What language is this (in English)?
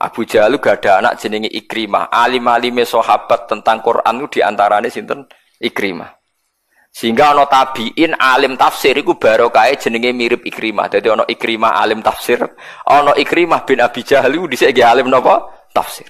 Javanese